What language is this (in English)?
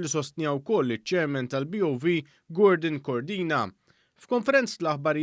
Maltese